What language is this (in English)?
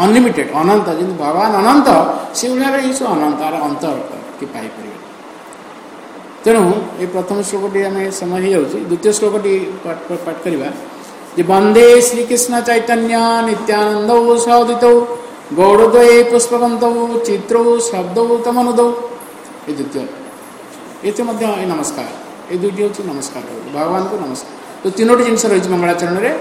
Odia